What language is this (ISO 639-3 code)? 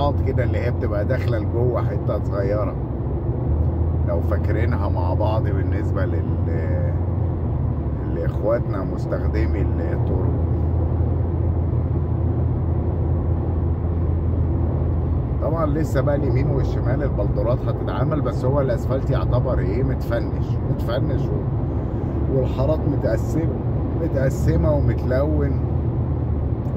arz